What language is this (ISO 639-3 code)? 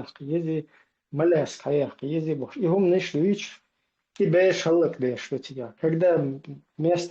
che